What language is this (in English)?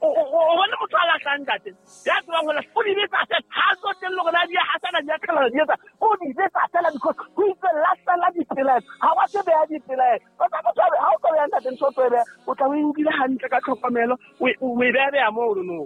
Southern Sotho